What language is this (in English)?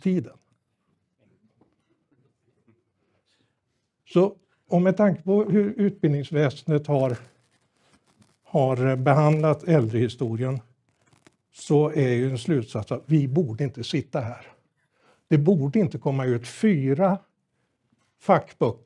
Swedish